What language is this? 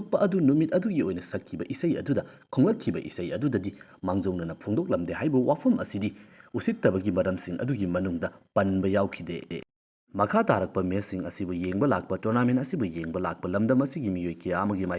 Manipuri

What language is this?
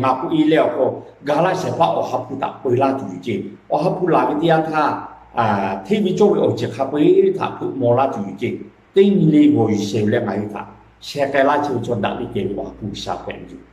Lahu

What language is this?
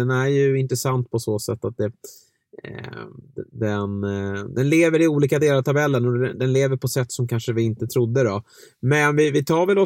Swedish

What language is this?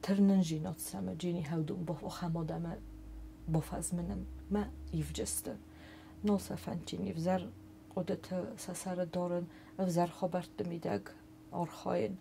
Ossetic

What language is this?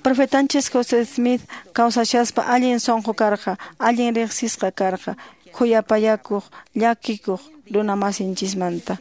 Quechua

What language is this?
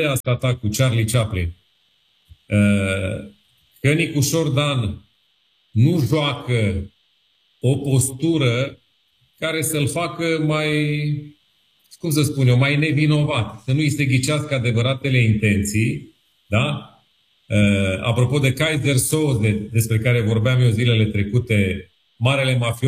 Romanian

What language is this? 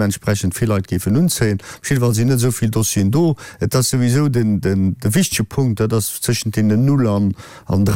Luxembourgish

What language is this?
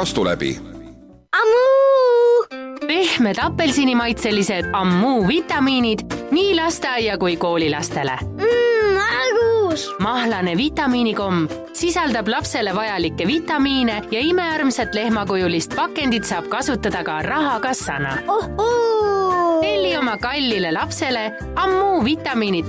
Estonian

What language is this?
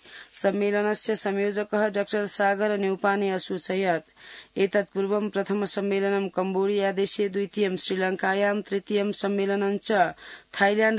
Sanskrit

